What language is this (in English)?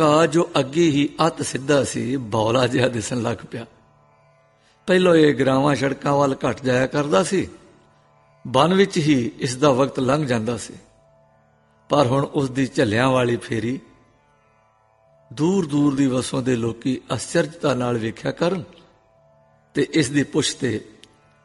Punjabi